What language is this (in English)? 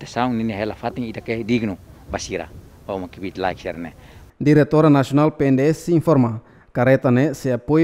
Tetum